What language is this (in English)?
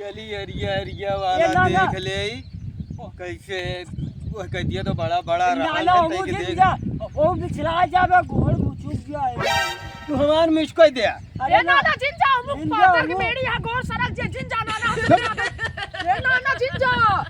Awadhi